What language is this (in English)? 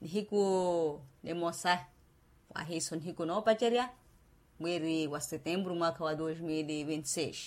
Makhuwa